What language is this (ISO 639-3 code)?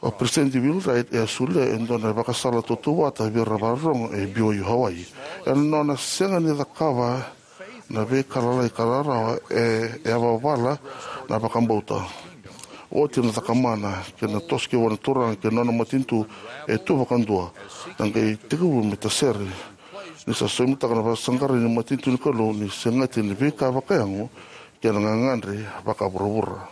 fij